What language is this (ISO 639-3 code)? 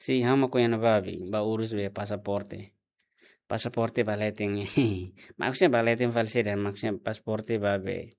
tet